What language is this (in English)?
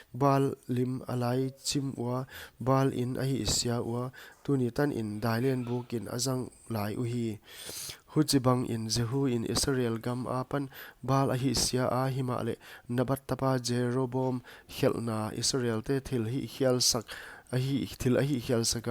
Paite Chin